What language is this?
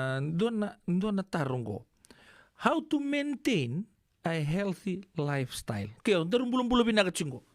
Fijian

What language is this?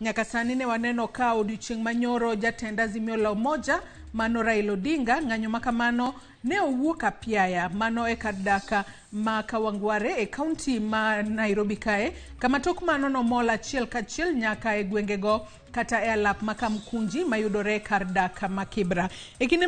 Luo (Kenya and Tanzania)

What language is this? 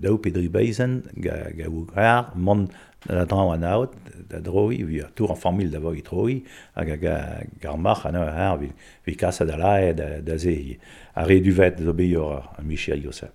Breton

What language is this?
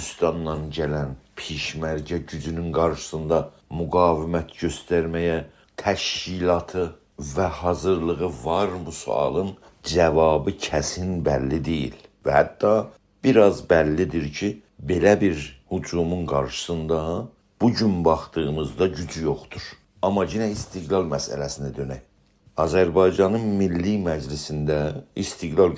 South Azerbaijani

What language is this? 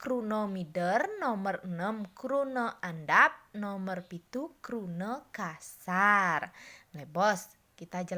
Balinese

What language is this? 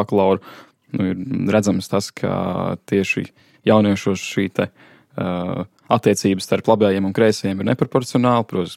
Latvian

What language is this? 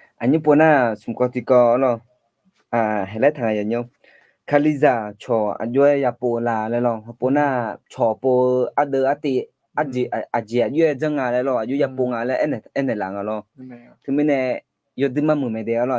Akha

